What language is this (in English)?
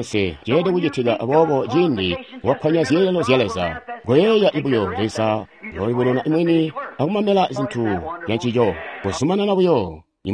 Tonga (Zambia)